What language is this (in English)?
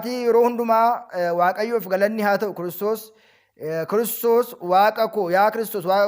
Oromo